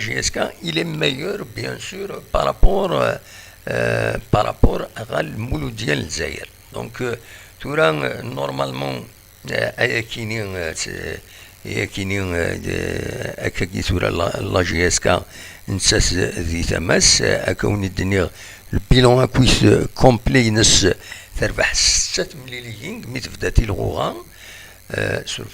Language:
Kabyle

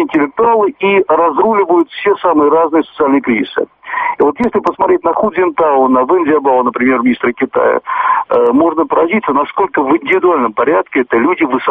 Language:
Russian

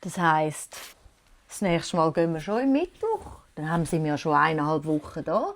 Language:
Swiss German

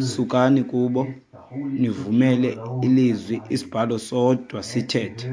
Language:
Xhosa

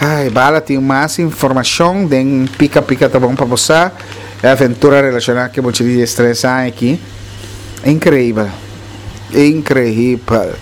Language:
Papiamento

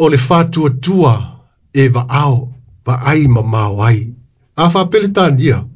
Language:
Samoan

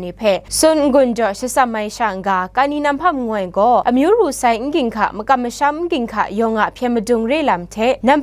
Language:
Kachin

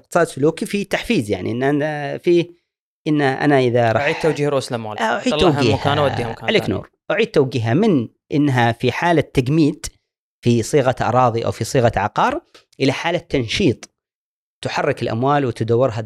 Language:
Gulf Arabic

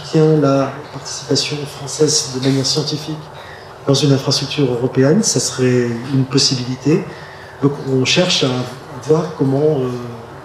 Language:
French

